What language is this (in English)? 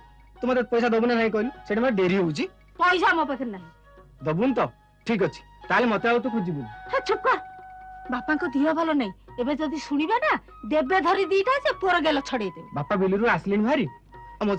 Odia